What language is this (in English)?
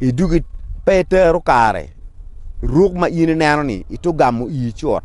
Acoli